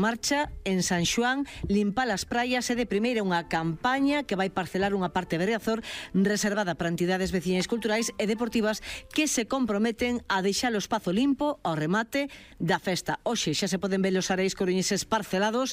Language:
Galician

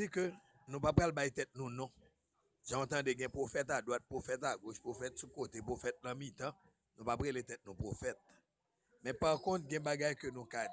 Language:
Haitian Creole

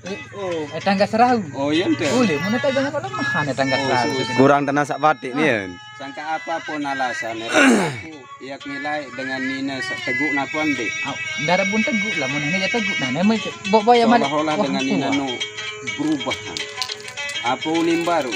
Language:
Sasak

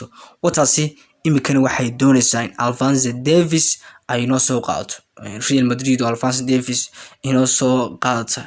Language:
Somali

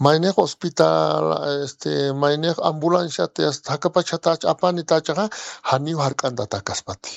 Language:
Aymara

